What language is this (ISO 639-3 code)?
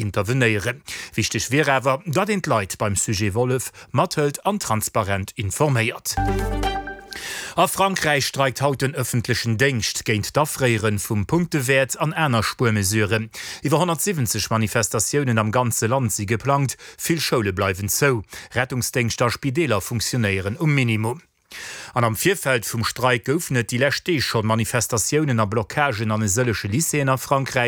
ltz